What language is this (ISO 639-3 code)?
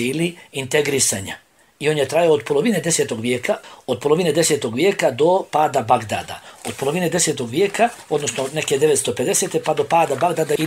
bos